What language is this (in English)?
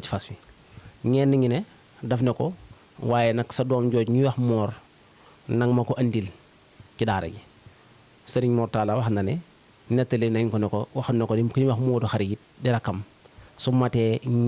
Wolof